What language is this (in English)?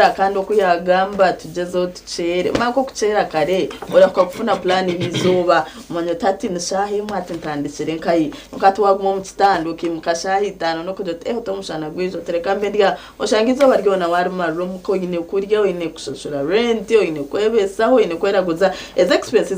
Nyankole